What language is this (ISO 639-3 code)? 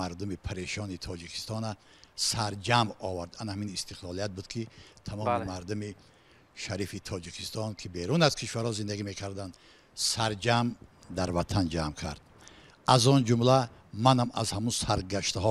tgk